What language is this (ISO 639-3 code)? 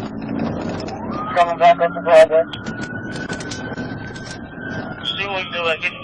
eng